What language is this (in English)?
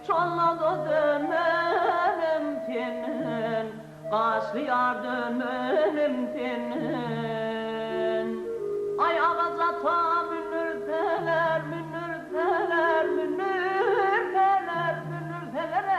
Turkmen